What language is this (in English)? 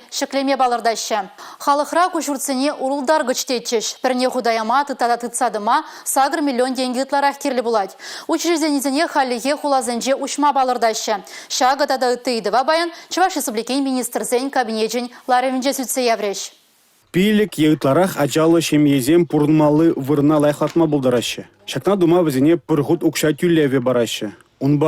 Chuvash